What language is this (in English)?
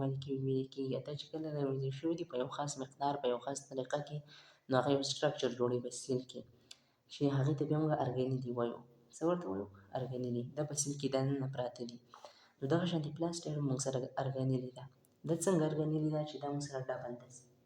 Pashto